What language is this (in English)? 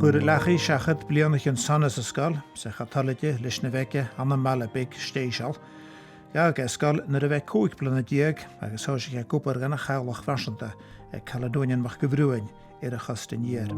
Scottish Gaelic